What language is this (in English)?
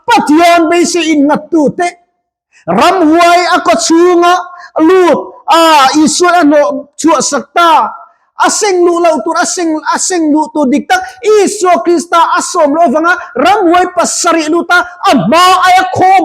Mizo